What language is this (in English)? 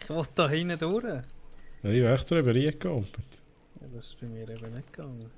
Swiss German